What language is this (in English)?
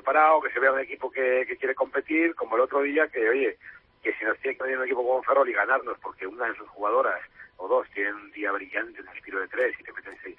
Spanish